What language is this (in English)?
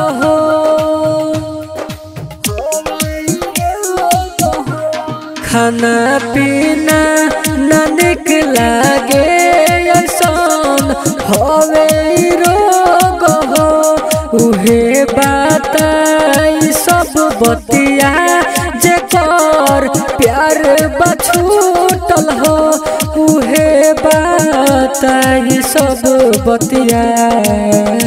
Bhojpuri